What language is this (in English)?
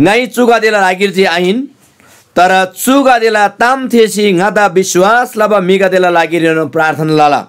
Eastern Tamang